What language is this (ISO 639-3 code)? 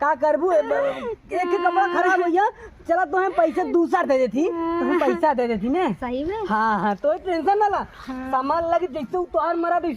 awa